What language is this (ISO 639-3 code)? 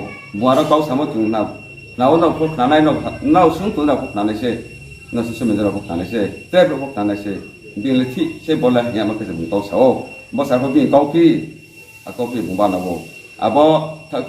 ria